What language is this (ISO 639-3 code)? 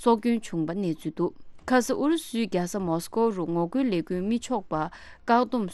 bod